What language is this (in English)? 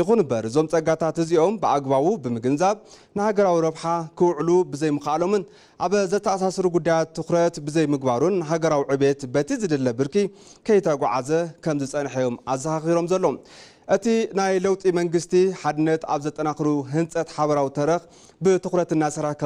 Tigrinya